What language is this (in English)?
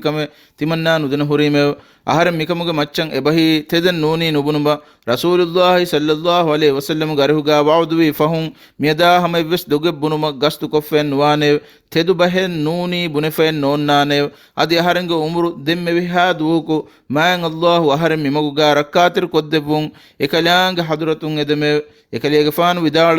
Divehi